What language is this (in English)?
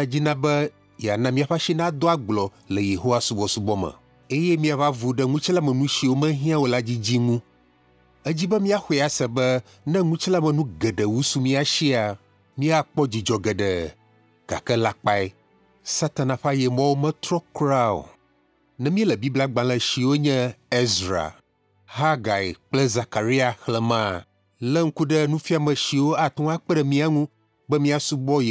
Ewe